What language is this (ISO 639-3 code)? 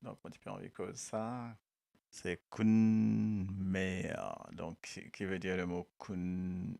mfe